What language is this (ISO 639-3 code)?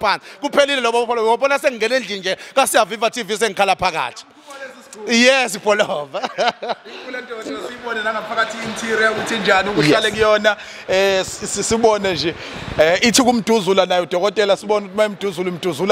zul